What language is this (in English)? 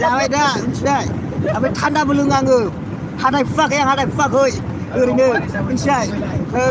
Bodo